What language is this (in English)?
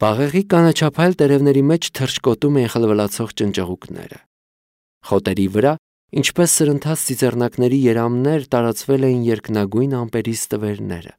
Armenian